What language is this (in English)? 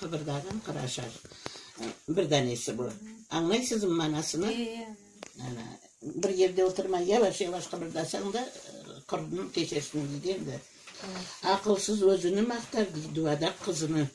Crimean Tatar